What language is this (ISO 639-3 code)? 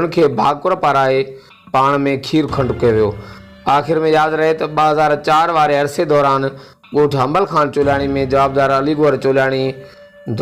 snd